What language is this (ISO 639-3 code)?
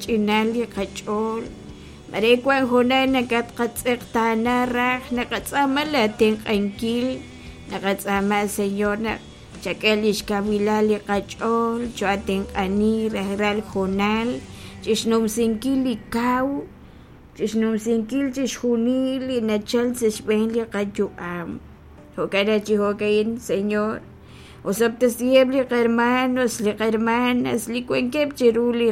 kek